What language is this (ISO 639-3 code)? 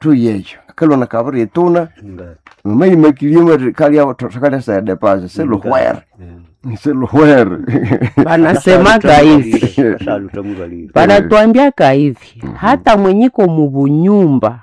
nnb